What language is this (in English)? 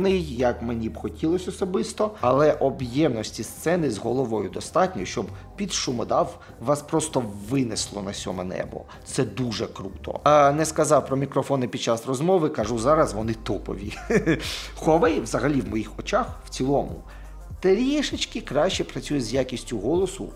Ukrainian